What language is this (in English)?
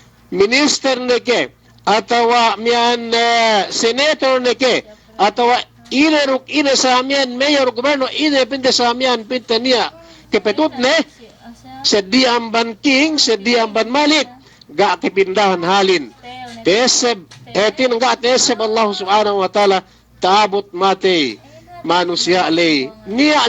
Yakan